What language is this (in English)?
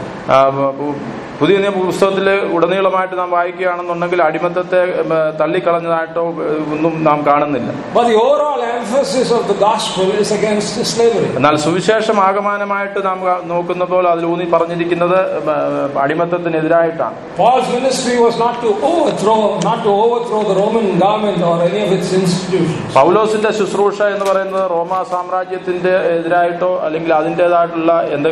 Malayalam